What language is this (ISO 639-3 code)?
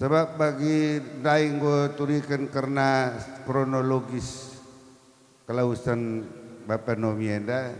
btx